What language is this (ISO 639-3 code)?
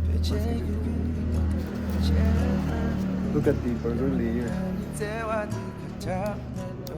bod